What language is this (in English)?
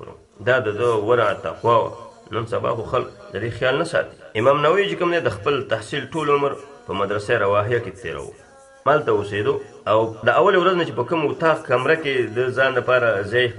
Pashto